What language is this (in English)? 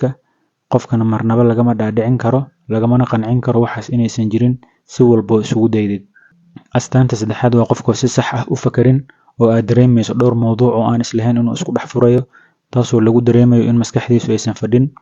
Somali